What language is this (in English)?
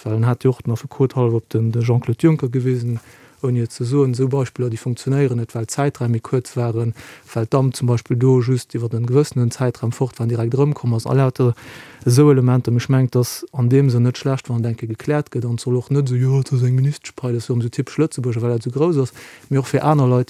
Luxembourgish